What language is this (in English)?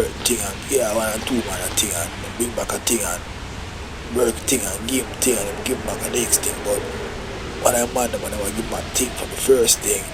Jamaican Creole English